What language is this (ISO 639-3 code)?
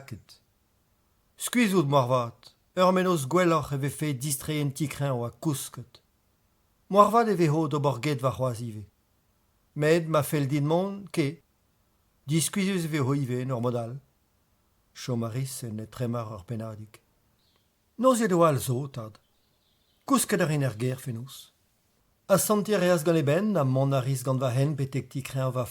bre